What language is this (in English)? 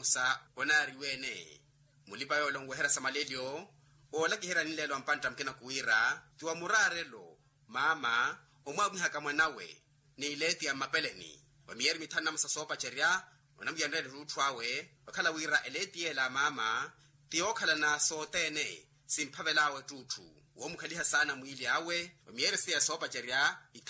Makhuwa